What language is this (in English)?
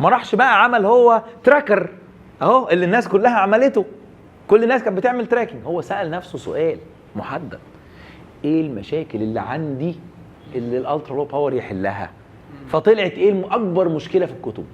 Egyptian Arabic